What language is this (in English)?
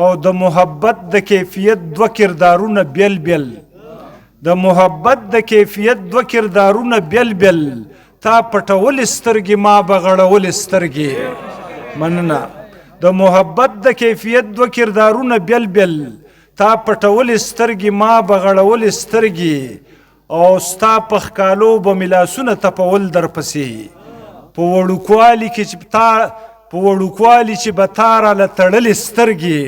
Pashto